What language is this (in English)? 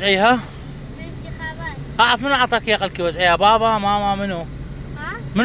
Mesopotamian Arabic